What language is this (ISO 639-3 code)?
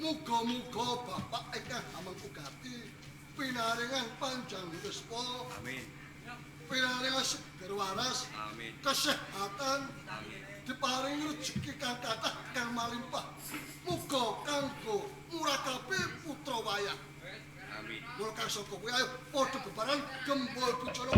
jav